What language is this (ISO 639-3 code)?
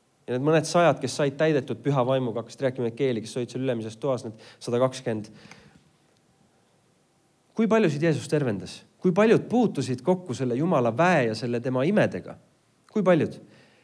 est